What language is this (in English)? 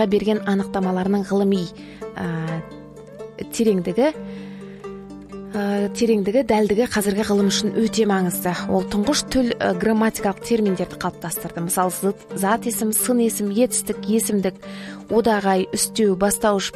Kazakh